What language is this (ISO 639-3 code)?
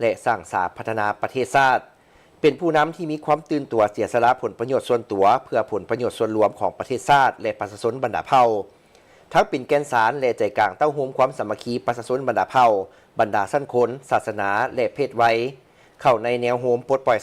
lao